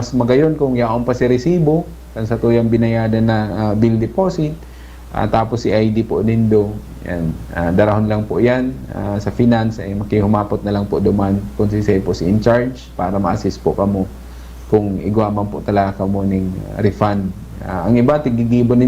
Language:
Bikol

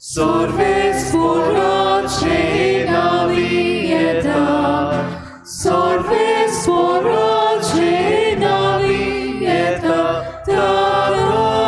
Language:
Konkani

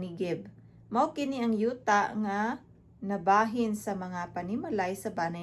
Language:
Cebuano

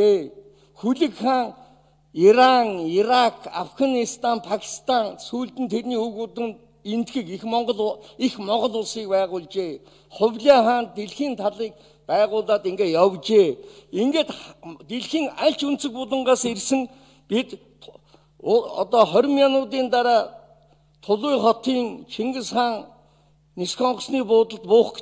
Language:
Mongolian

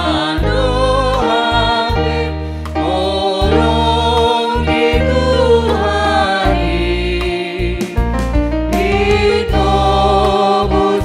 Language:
Batak Simalungun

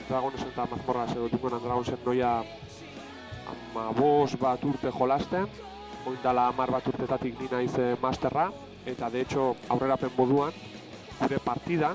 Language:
Basque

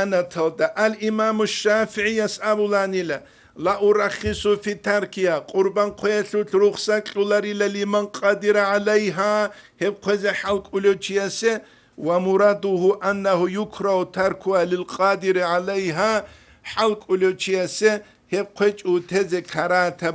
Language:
Avaric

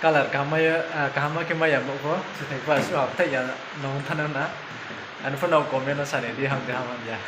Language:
Riang (India)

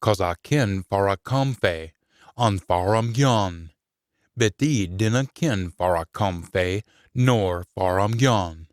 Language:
Scots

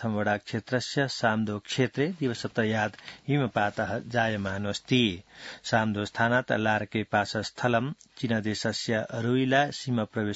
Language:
Sanskrit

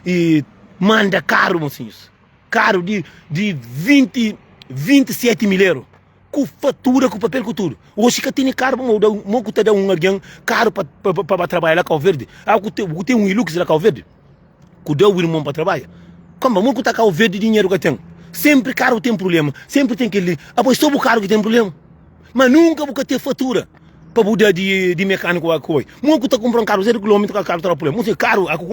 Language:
Kabuverdianu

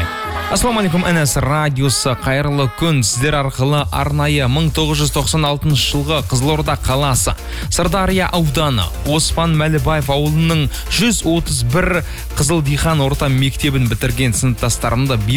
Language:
Kazakh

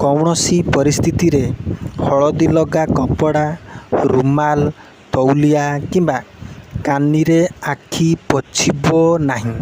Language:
Odia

